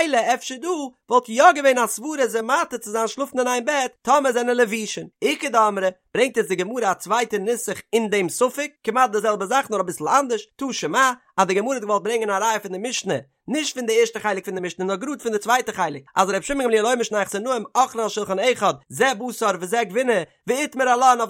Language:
Yiddish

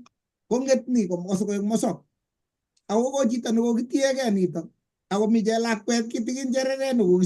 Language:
Kalenjin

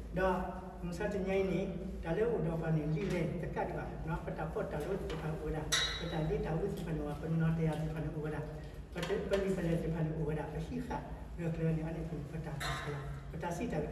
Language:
S'gaw Karen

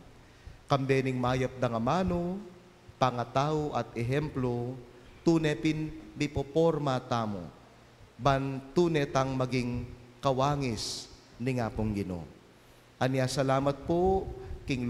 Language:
Pampanga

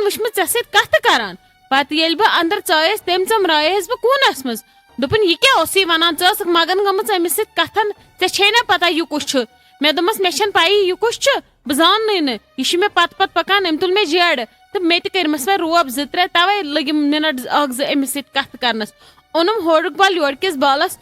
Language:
Kashmiri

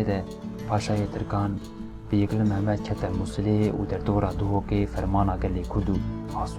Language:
Kurdish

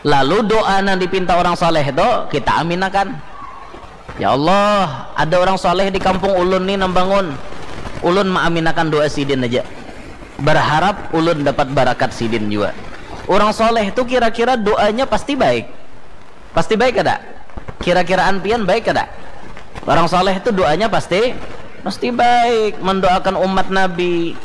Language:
Banjar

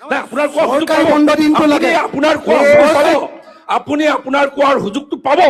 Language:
Assamese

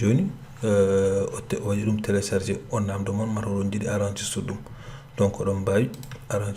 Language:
Fula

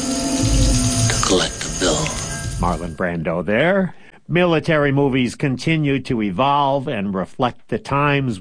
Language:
English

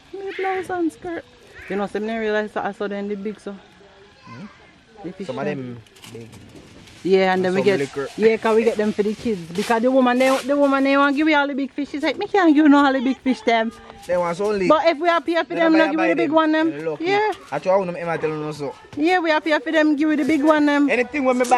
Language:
Jamaican Creole English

